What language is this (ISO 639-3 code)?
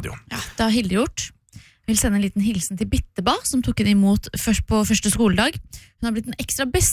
nor